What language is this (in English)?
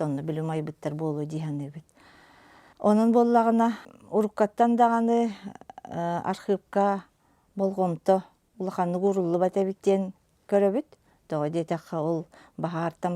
Yakut